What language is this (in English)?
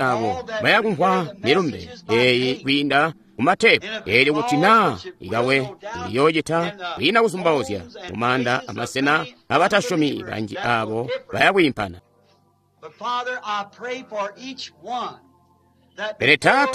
Tonga (Zambia)